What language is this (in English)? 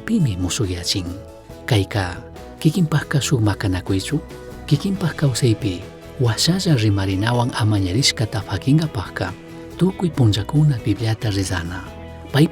Chimborazo Highland Quichua